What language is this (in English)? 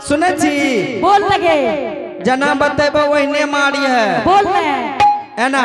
Angika